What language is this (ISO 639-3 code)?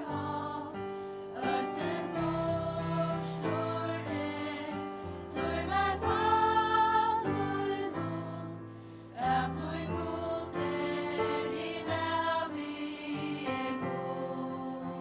fao